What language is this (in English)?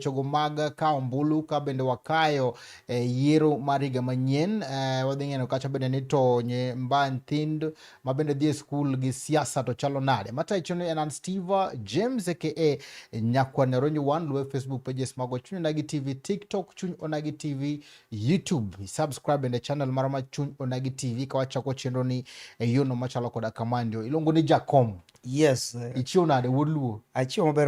Luo (Kenya and Tanzania)